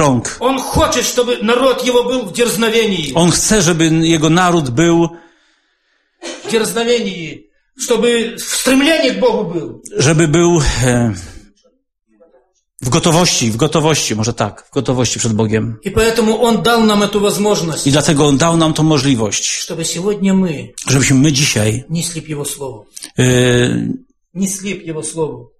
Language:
Polish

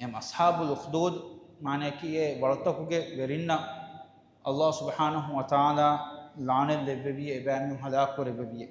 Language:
Divehi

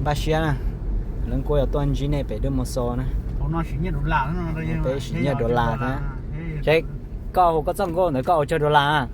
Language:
Hmong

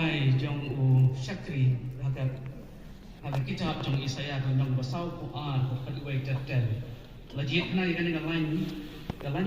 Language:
Khasi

